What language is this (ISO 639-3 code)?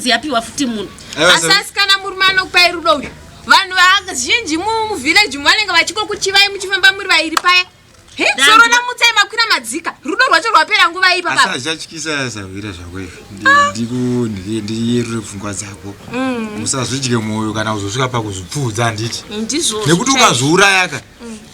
sna